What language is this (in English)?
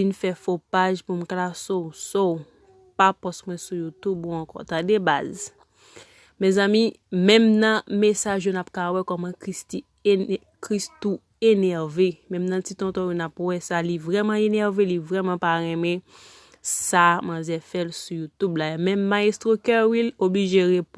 Haitian Creole